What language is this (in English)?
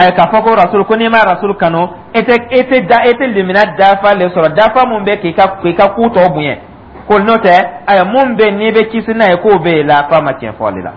Dyula